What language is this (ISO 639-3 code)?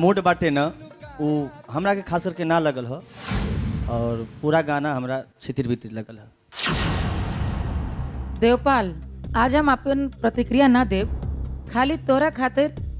bho